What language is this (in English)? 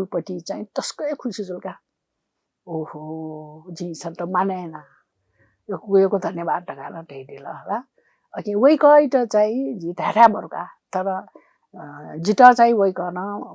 Newari